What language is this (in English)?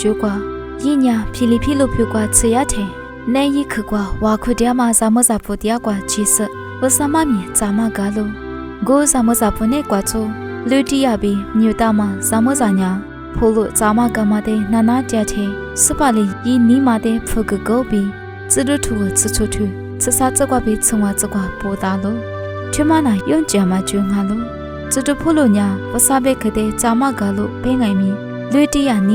Lisu